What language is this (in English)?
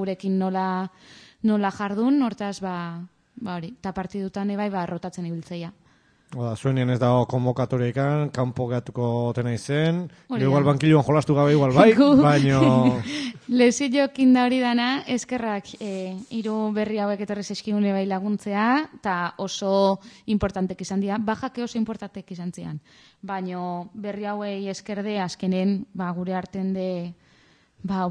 Basque